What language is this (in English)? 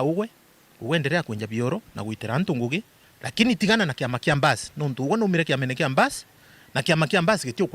Meru